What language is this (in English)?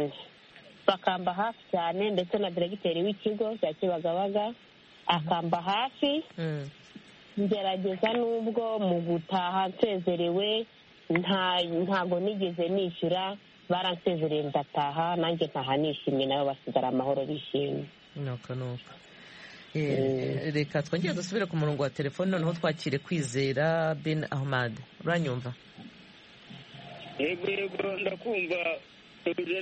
Kinyarwanda